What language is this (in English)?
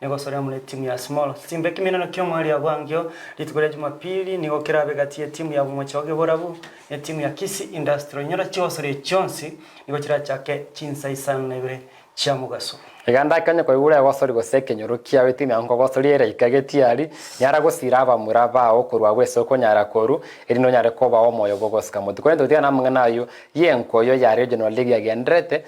Gusii